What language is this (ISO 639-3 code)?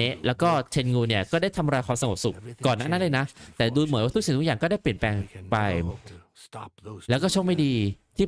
tha